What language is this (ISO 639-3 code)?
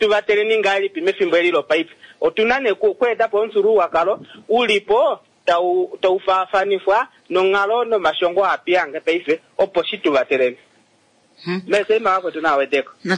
kua